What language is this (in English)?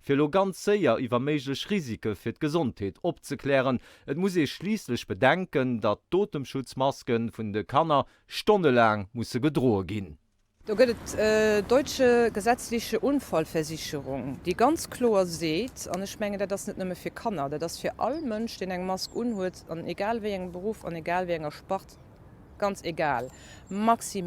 Luxembourgish